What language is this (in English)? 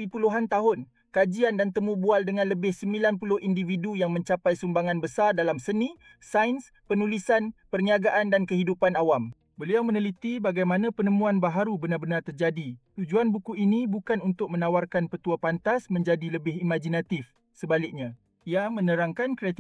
Malay